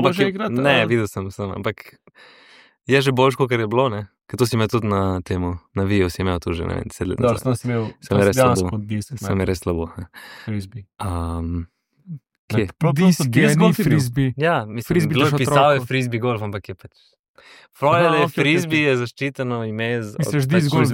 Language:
Slovenian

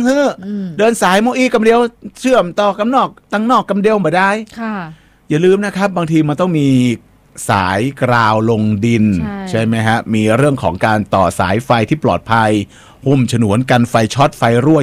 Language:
Thai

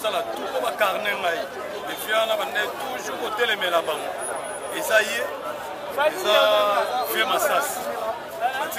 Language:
Lingala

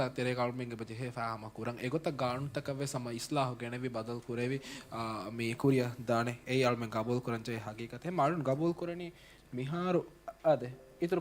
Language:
Divehi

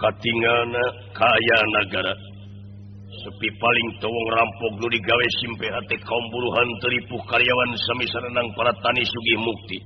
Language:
Sundanese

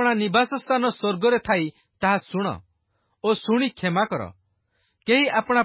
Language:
Odia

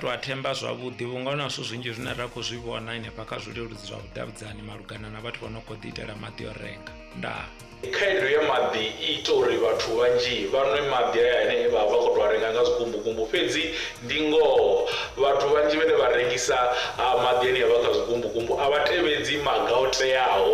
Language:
Venda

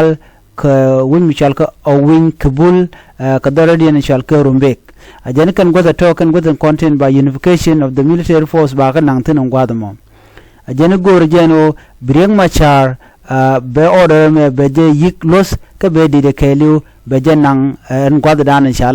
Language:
Nuer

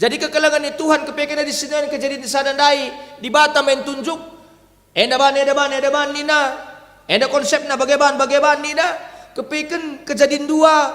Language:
Batak Karo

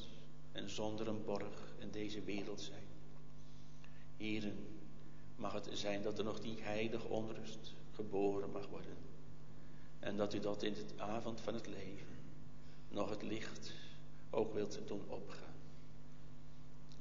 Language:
Dutch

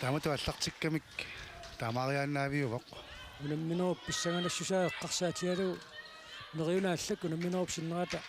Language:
Kalaallisut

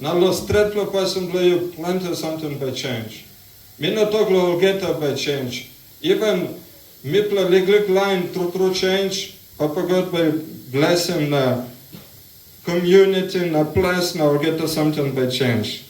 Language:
Tok Pisin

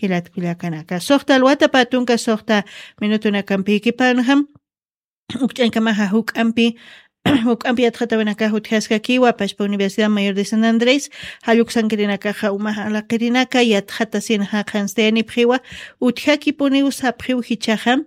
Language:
Aymara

